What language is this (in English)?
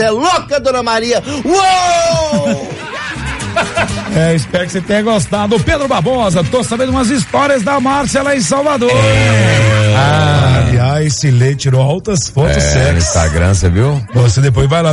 Portuguese